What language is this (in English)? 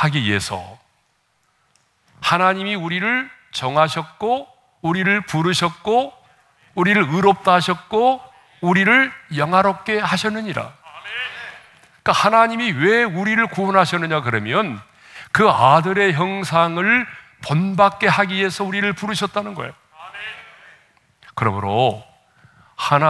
Korean